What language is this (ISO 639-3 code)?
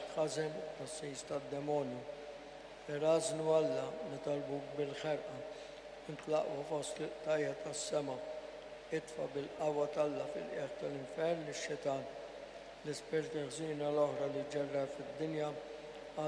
mlt